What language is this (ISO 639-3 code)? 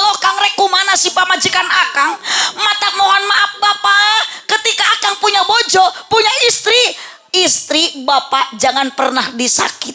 sun